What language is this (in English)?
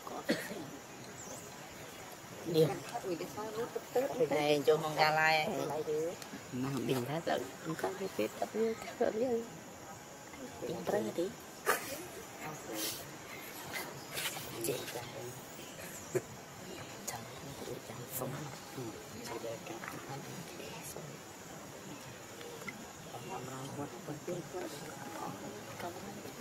Vietnamese